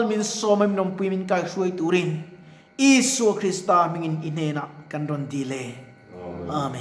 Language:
Mizo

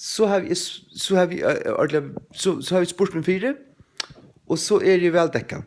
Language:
Faroese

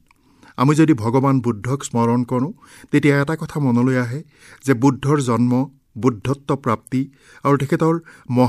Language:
Assamese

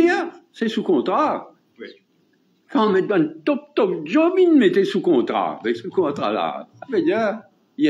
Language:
Morisyen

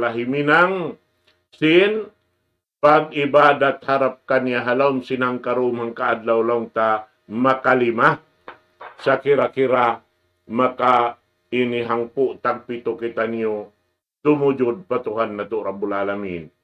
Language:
Tausug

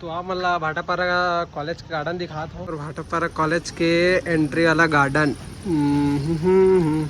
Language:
Chhattisgarhi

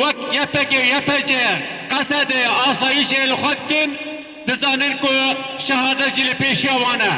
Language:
Kurdish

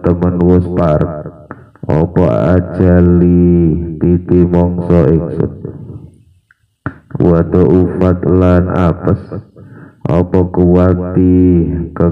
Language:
Javanese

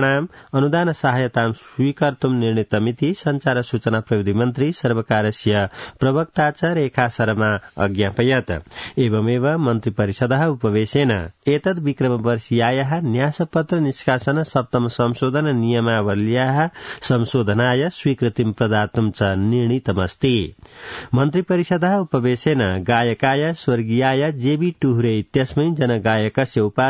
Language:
Sanskrit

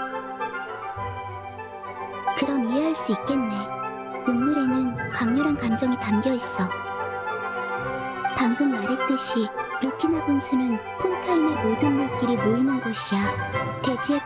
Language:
Korean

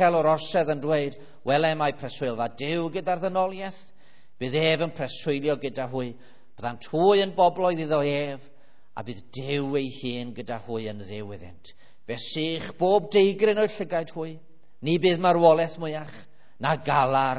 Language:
Welsh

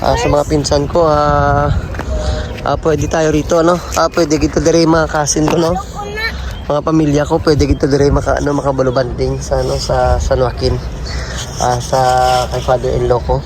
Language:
Hiligaynon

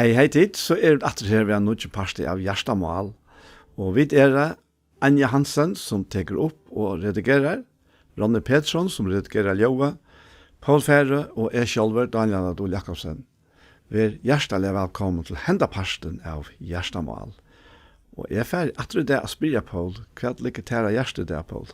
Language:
Faroese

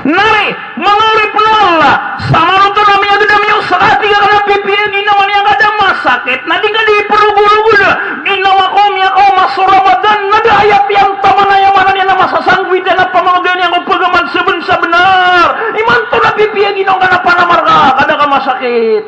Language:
Maranao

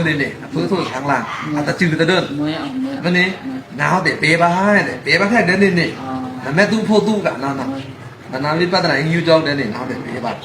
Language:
Pa'o Karen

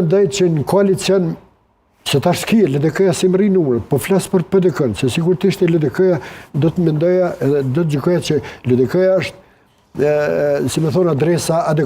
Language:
Albanian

